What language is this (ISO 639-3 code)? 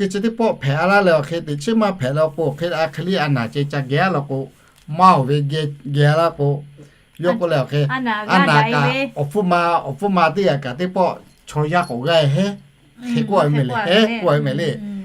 lhu